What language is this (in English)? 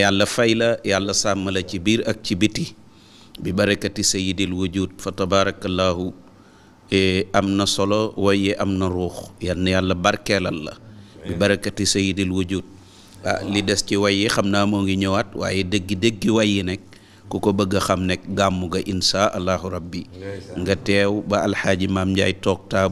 Wolof